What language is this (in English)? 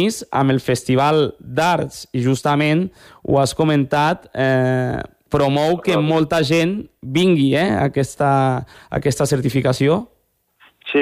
Catalan